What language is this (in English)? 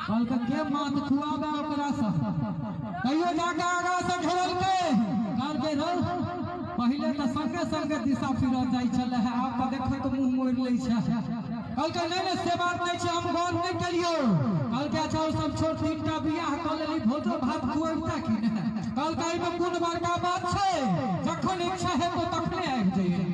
Maithili